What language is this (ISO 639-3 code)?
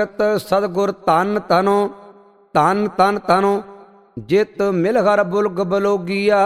pan